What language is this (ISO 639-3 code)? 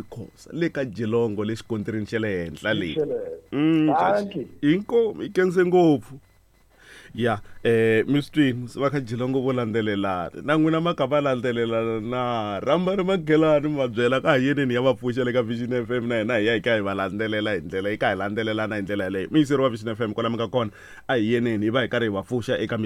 tso